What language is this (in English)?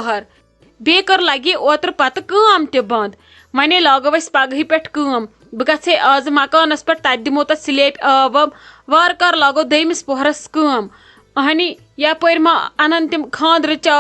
Kashmiri